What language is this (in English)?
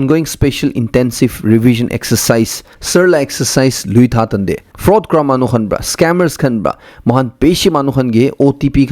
Naga Pidgin